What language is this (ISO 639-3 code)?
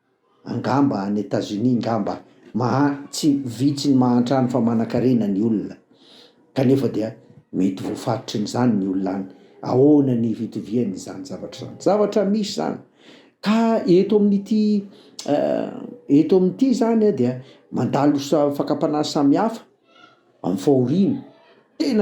mlg